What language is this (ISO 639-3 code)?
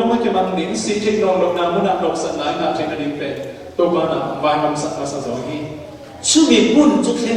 cfm